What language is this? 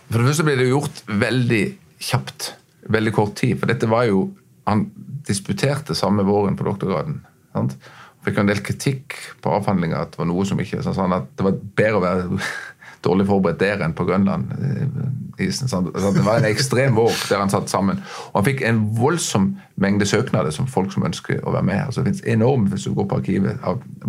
Norwegian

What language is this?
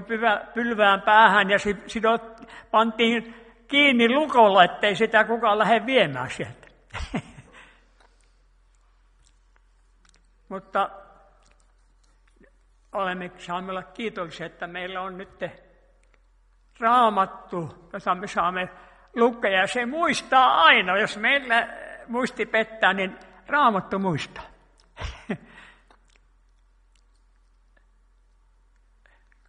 Finnish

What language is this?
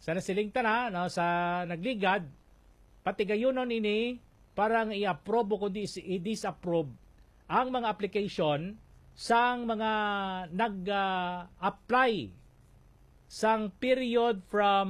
Hiligaynon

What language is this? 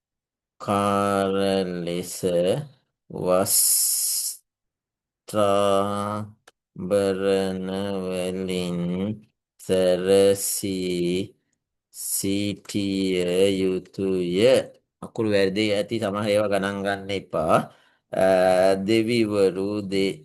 Sinhala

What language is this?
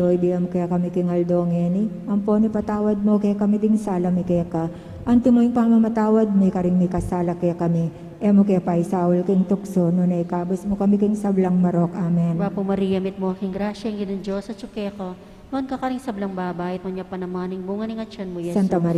Pampanga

